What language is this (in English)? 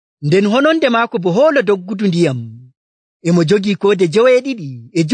Nigerian Fulfulde